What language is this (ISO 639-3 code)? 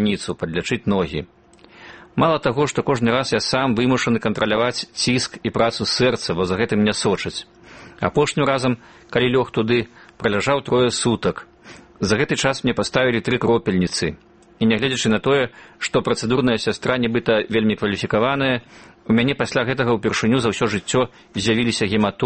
bel